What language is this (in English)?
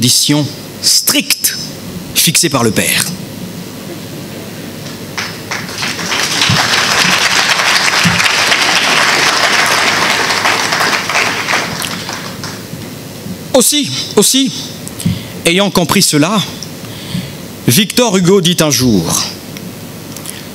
French